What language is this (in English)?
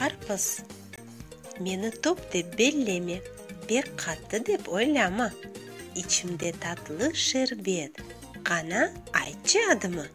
Crimean Tatar